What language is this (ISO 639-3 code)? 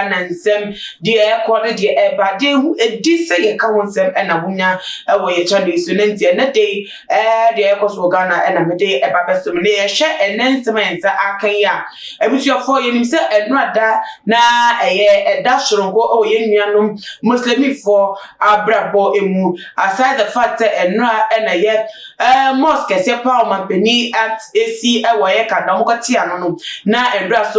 aka